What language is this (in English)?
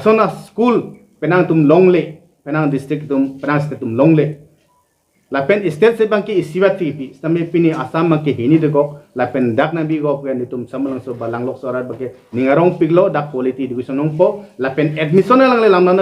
Karbi